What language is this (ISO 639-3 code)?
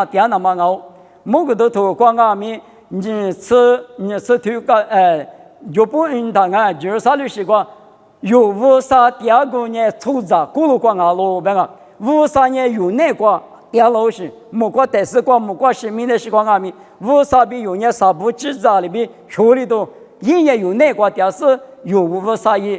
lis